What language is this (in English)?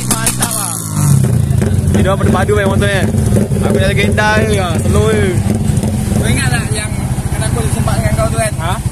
Malay